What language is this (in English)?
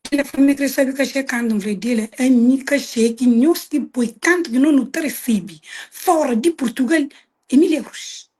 Kabuverdianu